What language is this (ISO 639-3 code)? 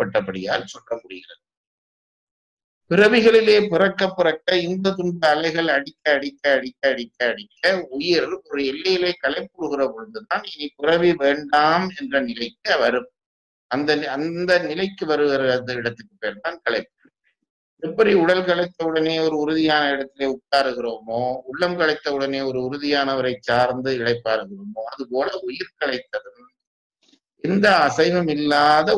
tam